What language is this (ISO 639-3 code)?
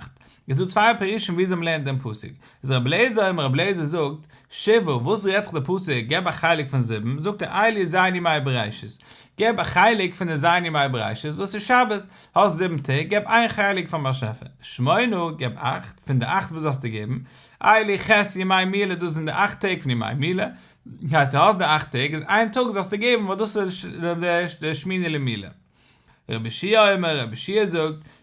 yid